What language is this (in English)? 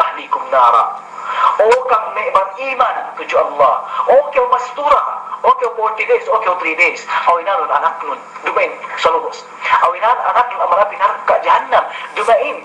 Yakan